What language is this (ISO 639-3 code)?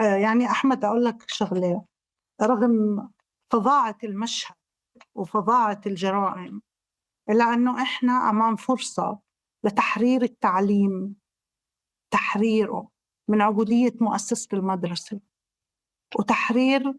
apc